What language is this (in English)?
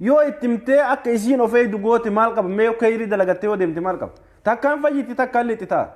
Oromo